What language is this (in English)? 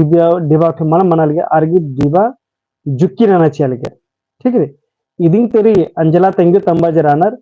Kurukh